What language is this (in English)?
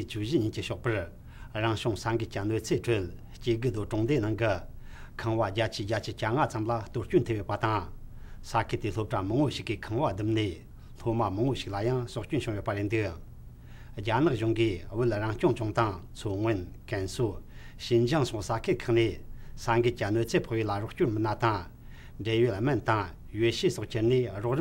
Tibetan